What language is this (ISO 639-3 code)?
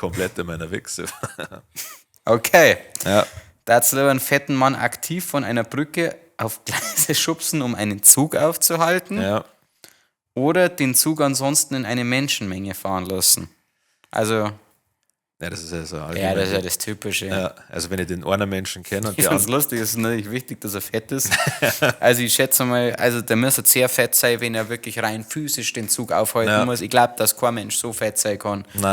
bar